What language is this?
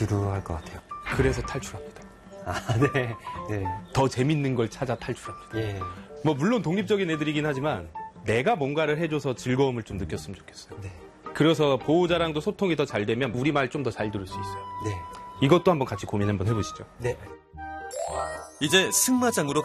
Korean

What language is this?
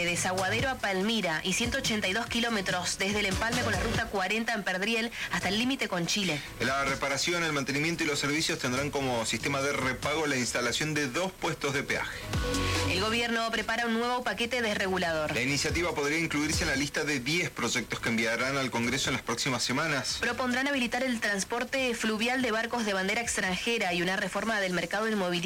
Spanish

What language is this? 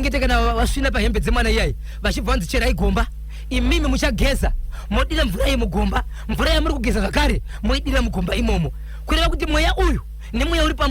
Shona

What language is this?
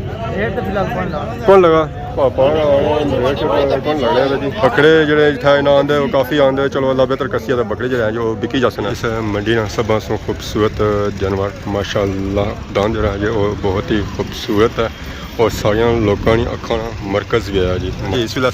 Pahari-Potwari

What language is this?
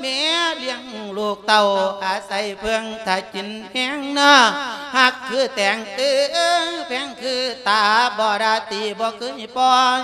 Lao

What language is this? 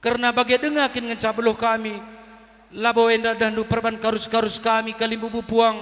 Batak Karo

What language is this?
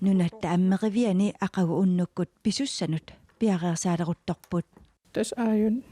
Kalaallisut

